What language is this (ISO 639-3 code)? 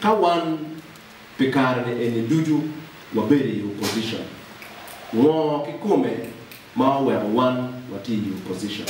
ach